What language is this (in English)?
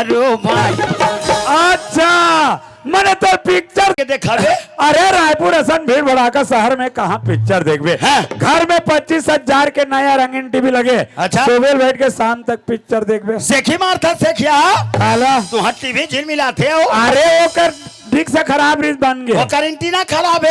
Chhattisgarhi